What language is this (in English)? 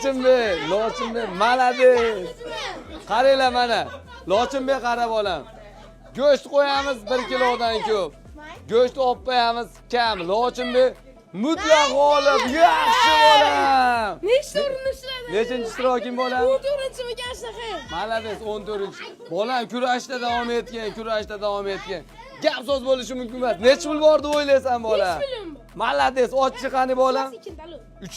Uzbek